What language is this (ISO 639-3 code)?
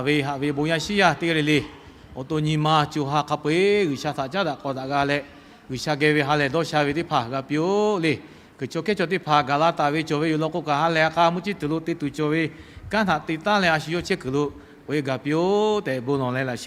lhu